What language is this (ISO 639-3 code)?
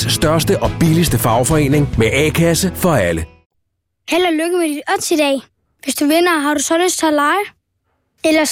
dan